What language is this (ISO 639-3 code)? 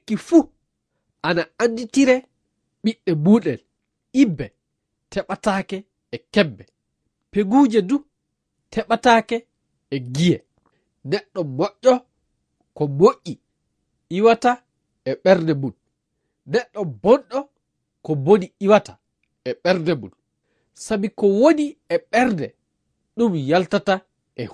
ful